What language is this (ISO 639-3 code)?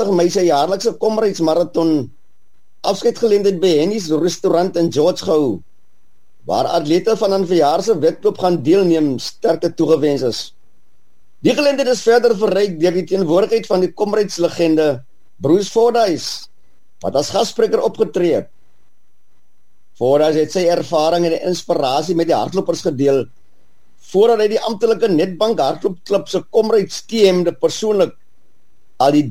afr